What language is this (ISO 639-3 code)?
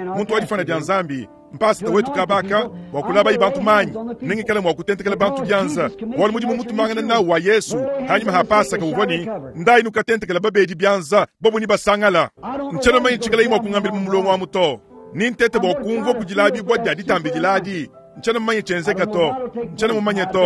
lua